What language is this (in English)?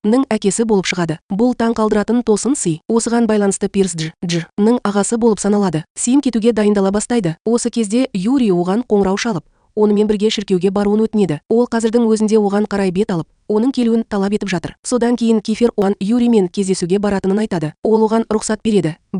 Kazakh